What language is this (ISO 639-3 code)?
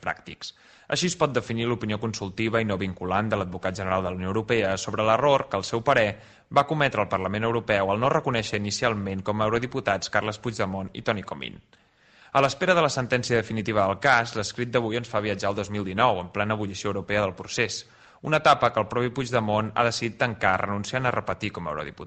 cat